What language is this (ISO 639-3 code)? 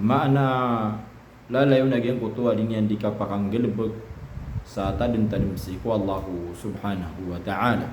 mrw